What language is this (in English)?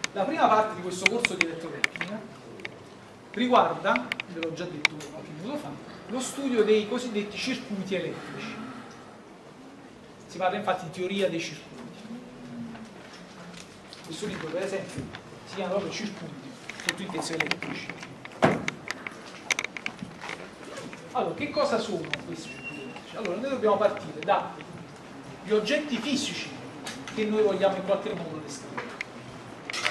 Italian